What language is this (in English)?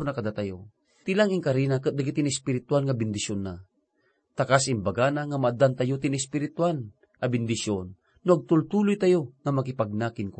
Iloko